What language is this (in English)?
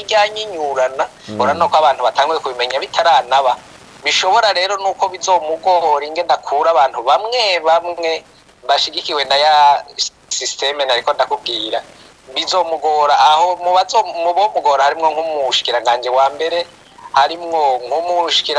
Rundi